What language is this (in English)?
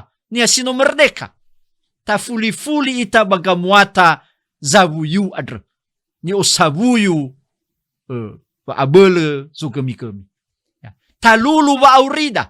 Nias